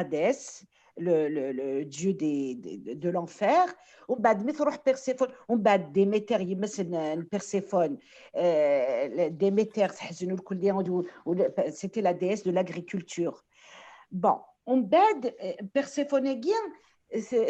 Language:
Kabyle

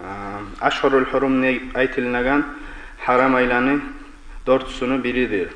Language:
Kumyk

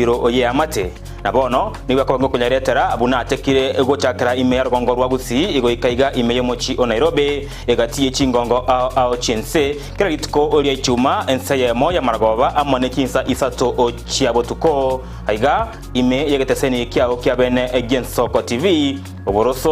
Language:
Gusii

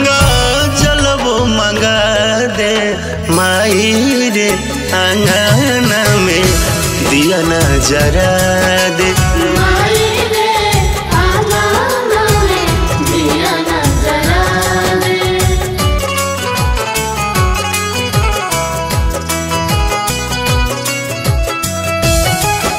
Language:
Bhojpuri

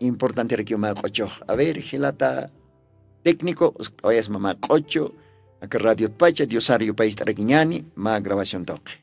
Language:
Aymara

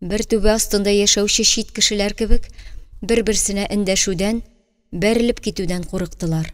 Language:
Tatar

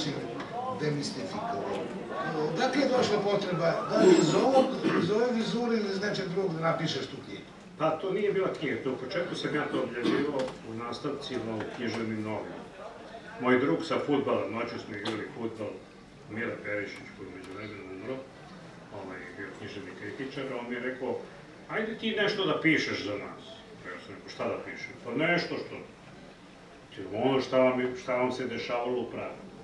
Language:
Serbian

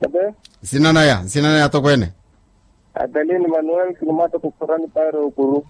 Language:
Makhuwa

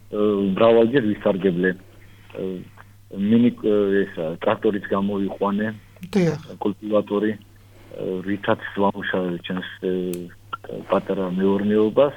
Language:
Georgian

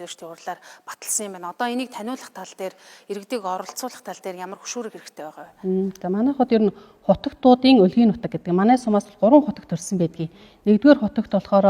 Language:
Mongolian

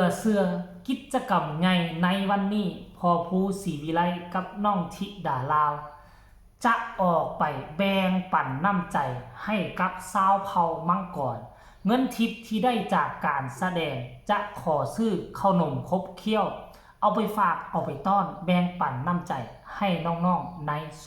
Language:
Northeastern Thai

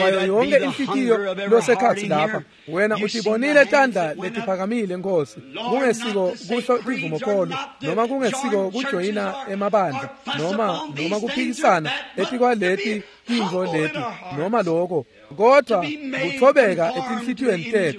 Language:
Swati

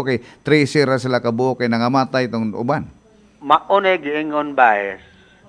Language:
Cebuano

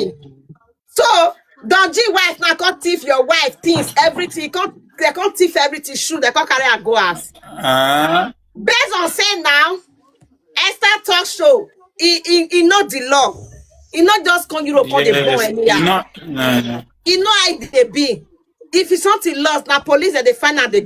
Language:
Nigerian Pidgin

